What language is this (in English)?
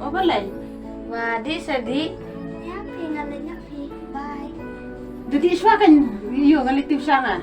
Khasi